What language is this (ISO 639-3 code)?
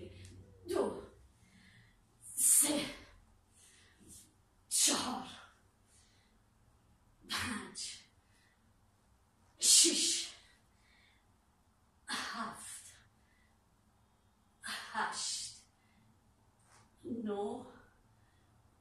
fas